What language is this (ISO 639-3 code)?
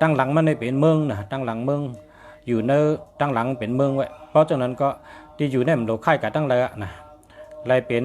shn